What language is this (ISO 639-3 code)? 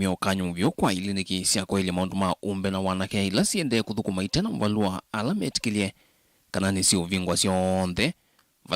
kam